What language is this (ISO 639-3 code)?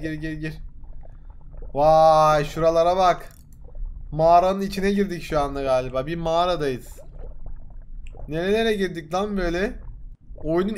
tur